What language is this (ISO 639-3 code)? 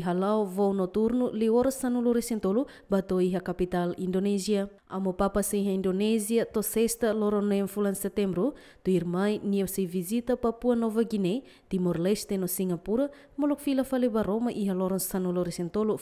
tet